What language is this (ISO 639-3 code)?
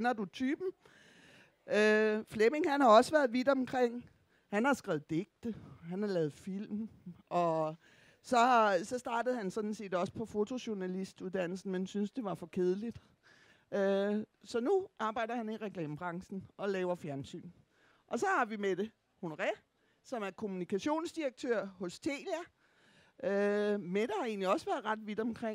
dan